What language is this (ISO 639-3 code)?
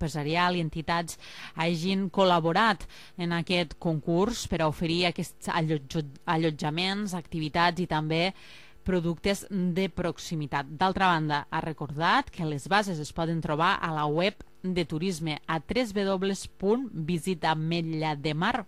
cat